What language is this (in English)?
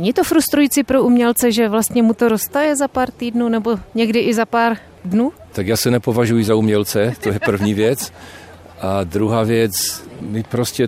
Czech